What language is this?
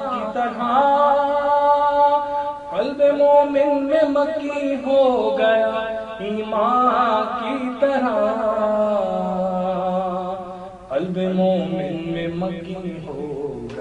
Urdu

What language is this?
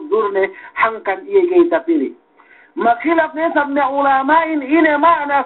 Yakan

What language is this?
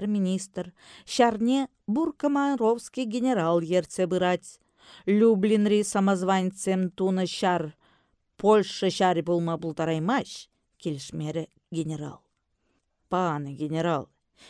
Chuvash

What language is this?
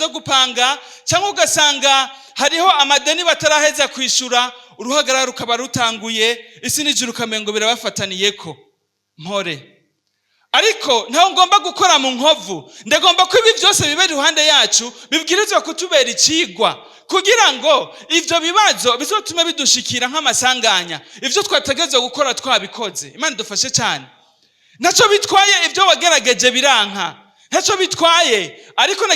Rundi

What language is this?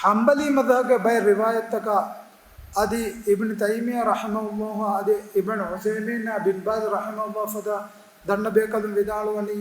Divehi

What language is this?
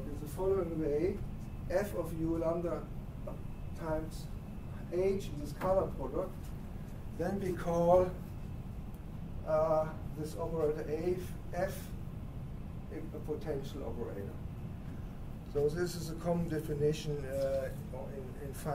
English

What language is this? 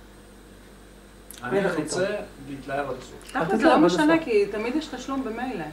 Hebrew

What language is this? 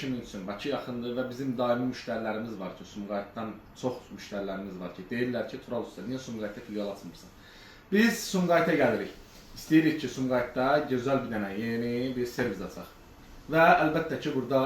Azerbaijani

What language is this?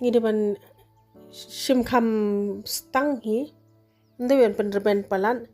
Khasi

